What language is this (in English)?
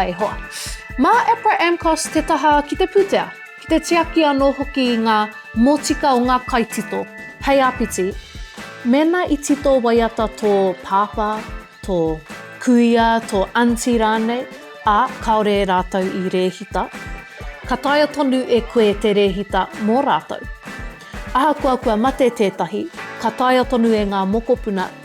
Māori